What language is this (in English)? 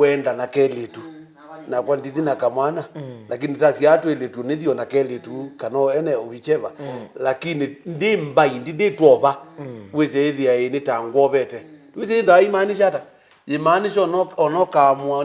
Kamba